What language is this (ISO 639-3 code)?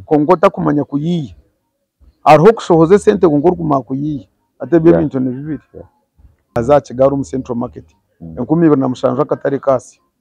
nyn